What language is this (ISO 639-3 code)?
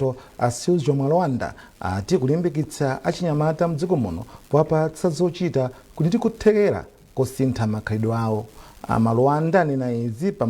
nya